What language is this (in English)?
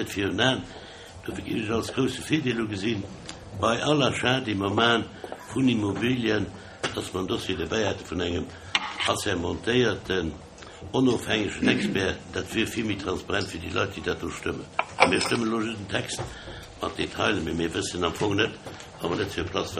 Luxembourgish